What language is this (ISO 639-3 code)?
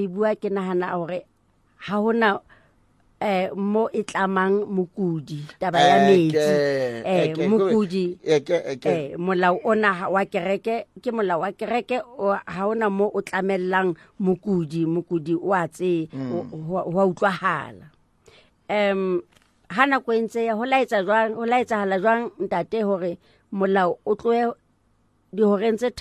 sot